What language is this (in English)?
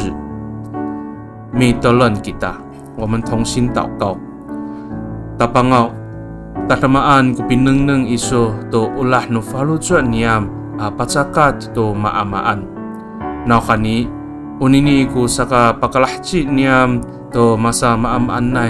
Amis